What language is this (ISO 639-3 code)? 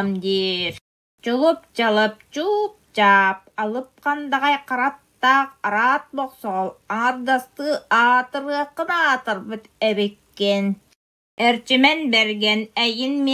sah